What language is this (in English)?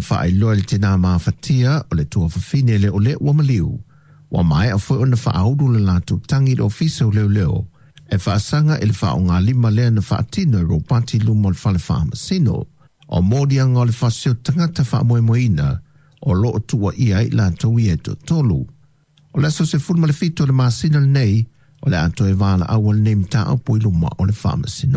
Samoan